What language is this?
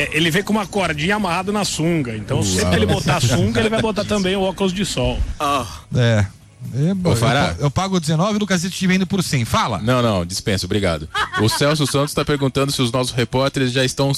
Portuguese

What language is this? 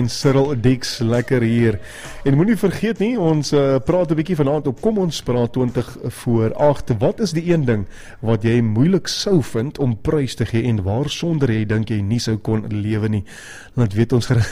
Afrikaans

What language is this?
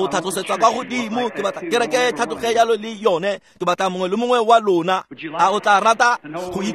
Tswana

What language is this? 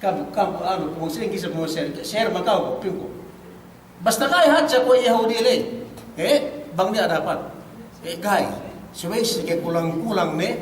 Yakan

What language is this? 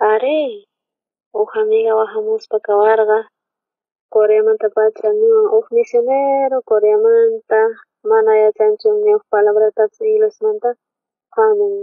South Bolivian Quechua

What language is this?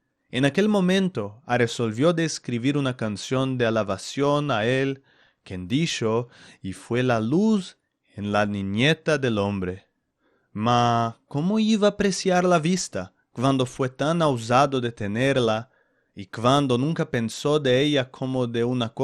Ladino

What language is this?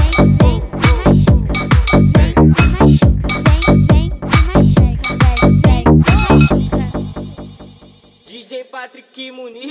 Portuguese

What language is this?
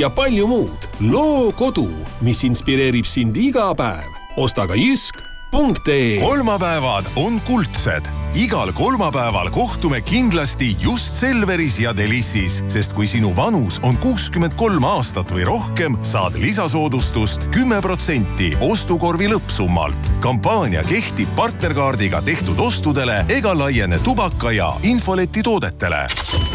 Estonian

